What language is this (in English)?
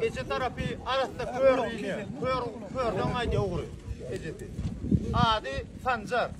Turkmen